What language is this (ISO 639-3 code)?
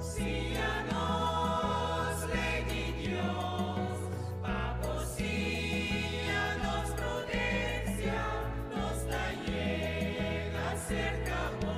pap